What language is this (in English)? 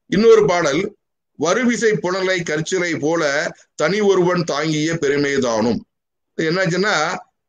Tamil